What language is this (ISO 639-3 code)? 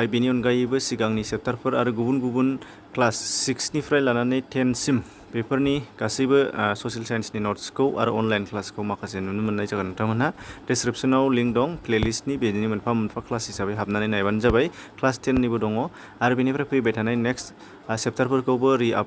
brx